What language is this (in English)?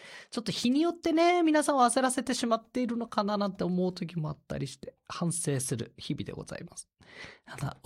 Japanese